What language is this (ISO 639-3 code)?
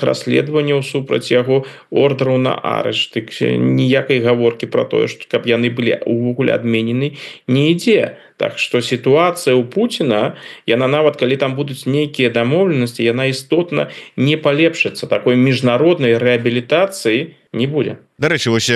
bel